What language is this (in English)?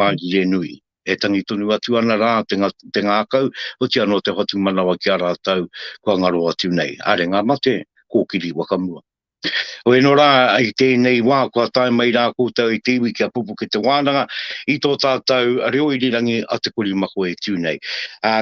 Māori